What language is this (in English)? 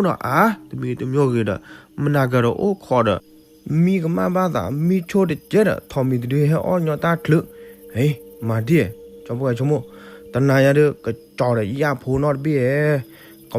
S'gaw Karen